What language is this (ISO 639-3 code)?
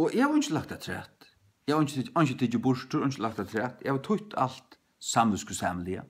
fao